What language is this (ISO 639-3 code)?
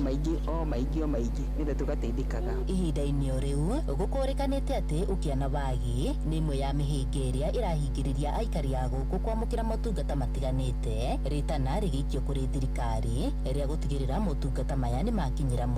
kik